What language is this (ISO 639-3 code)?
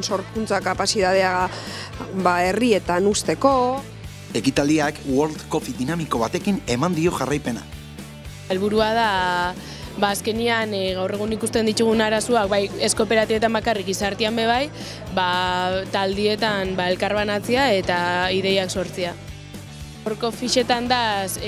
eus